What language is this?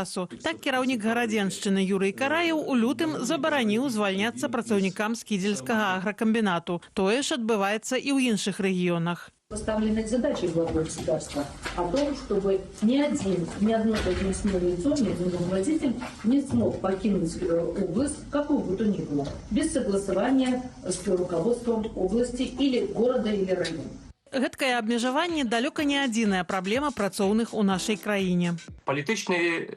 Belarusian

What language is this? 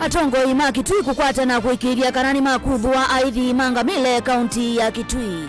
Kamba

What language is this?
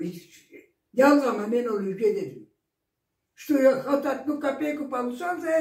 Karachay-Balkar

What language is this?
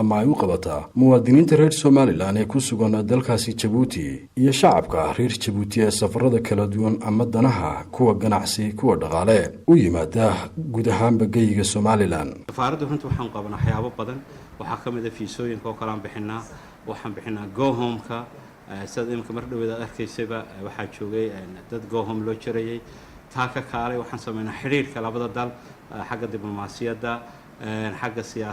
Somali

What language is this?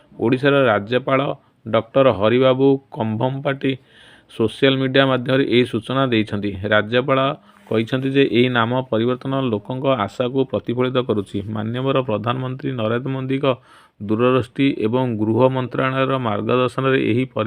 Odia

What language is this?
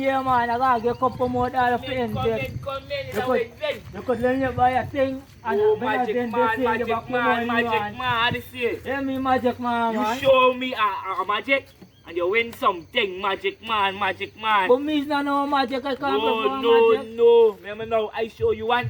Jamaican Creole English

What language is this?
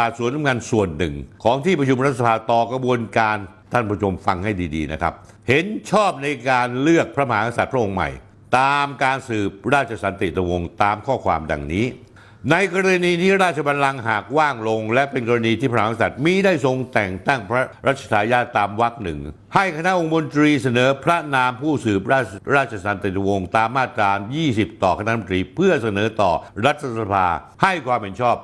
Thai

